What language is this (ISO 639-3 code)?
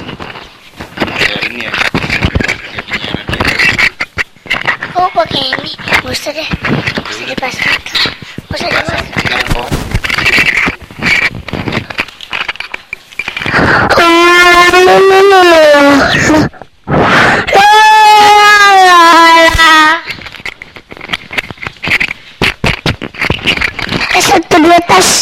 ind